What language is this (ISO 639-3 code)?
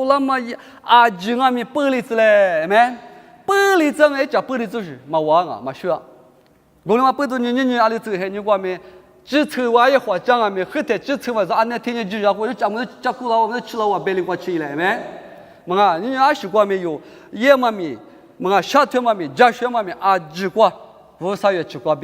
lis